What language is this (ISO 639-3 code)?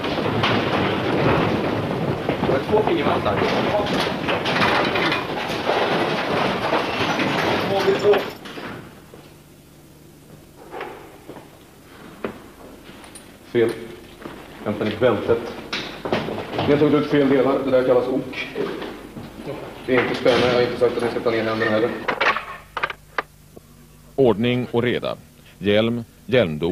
swe